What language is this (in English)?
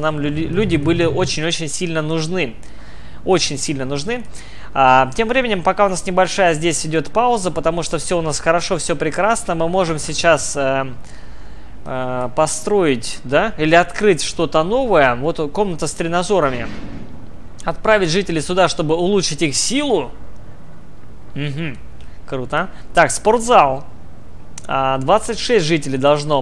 Russian